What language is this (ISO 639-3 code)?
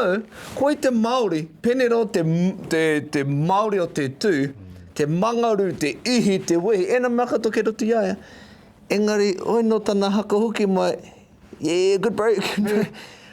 mri